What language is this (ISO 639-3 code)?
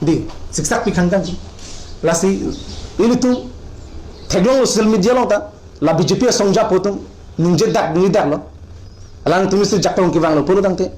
mjw